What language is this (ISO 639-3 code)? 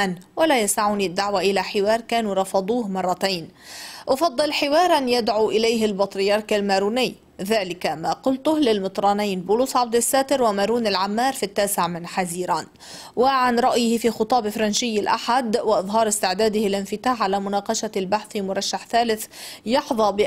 apc